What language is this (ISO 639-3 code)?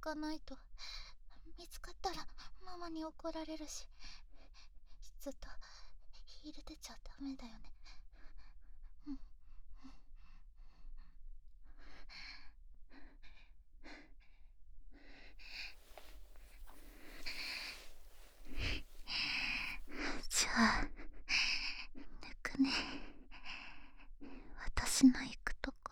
jpn